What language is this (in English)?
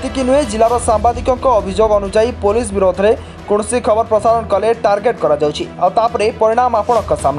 Odia